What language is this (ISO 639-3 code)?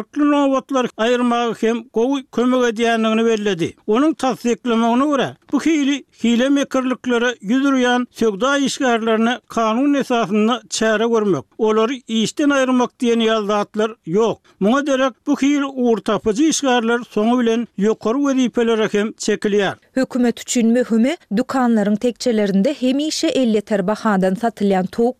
tuk